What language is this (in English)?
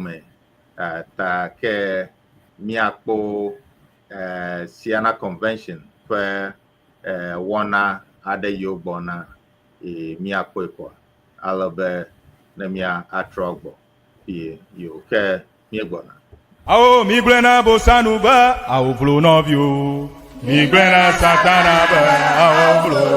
Ewe